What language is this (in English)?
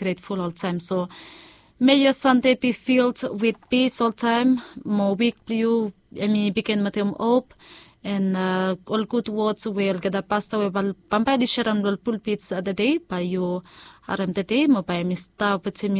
Bislama